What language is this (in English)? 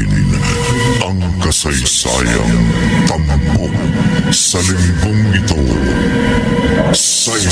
Filipino